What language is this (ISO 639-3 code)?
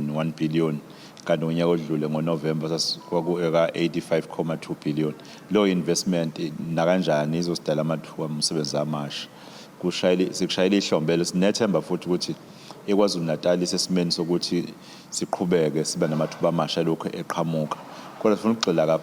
zul